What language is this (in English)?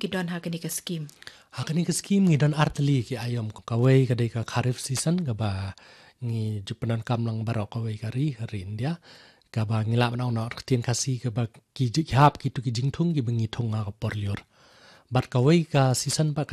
Khasi